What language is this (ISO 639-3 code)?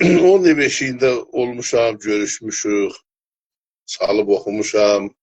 azb